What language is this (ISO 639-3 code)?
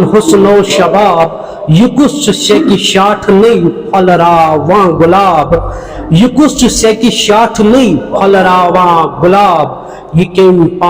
kas